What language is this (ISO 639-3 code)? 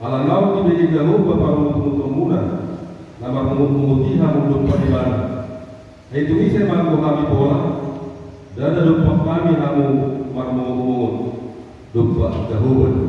bbc